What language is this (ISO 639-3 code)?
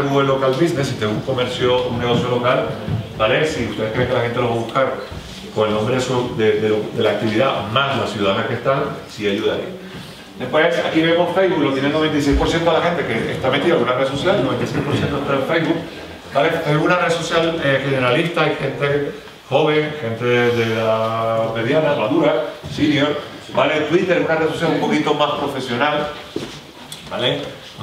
spa